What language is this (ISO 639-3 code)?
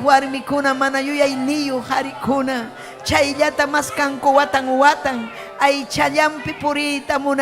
quy